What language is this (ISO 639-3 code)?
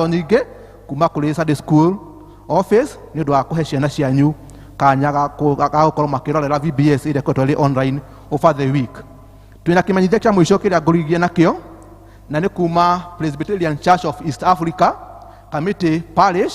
kik